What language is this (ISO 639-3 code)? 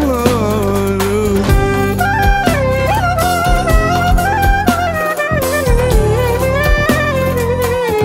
tur